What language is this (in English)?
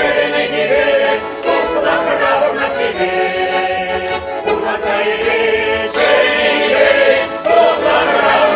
Chuvash